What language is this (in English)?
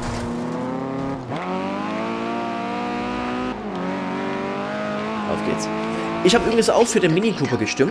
German